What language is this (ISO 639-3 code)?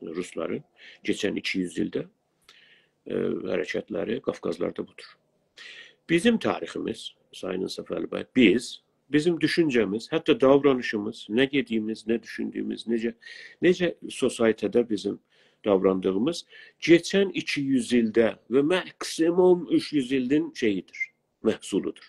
azb